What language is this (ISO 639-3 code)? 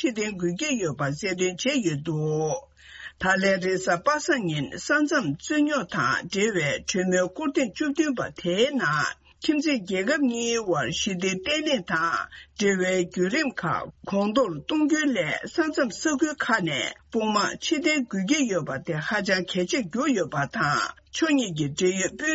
bod